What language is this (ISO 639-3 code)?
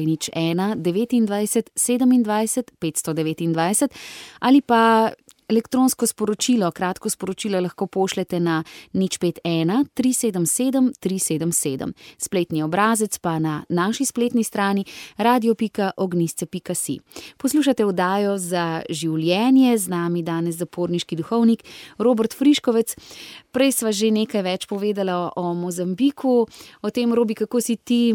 slv